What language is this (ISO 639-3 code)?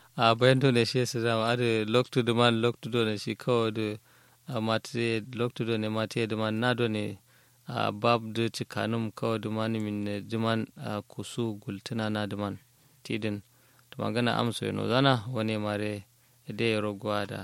kau